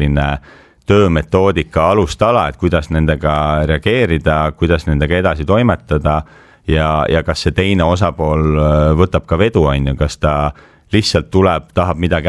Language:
Estonian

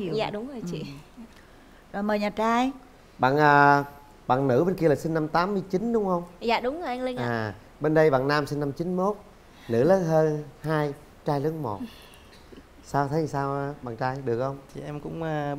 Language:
Vietnamese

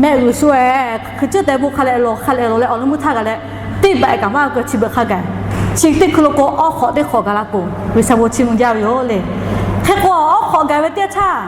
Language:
Lahu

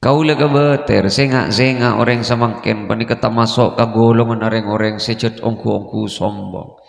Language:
Madurese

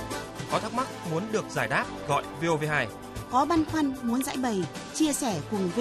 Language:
Vietnamese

